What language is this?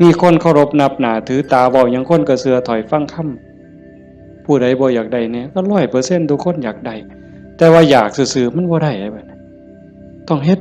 Northeastern Thai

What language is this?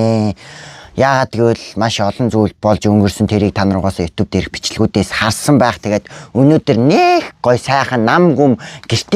Mongolian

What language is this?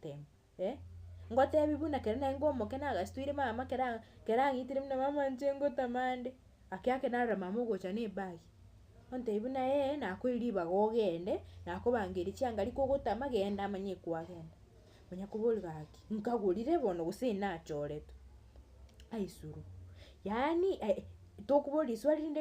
Gusii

